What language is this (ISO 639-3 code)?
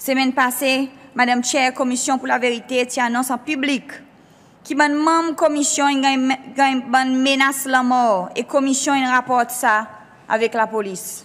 crs